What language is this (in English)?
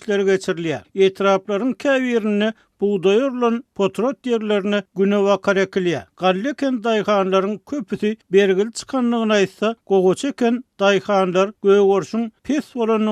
Turkmen